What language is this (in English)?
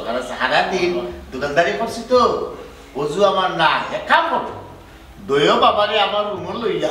Sylheti